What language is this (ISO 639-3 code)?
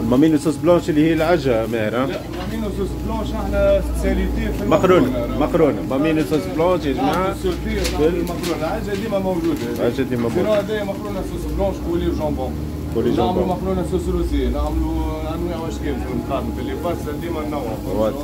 aeb